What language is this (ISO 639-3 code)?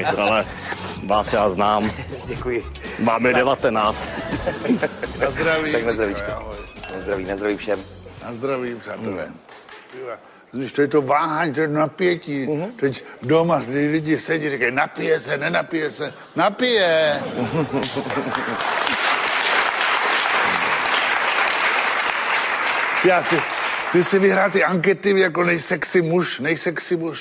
ces